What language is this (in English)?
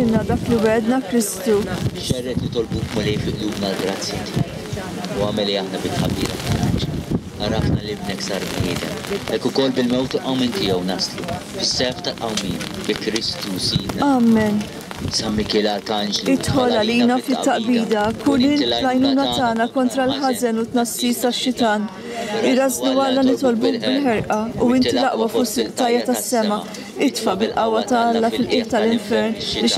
Maltese